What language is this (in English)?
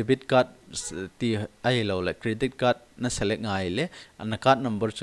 Thado Chin